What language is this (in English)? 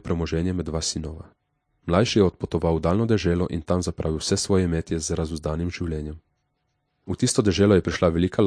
Slovenian